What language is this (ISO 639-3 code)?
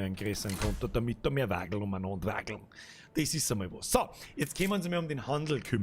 bar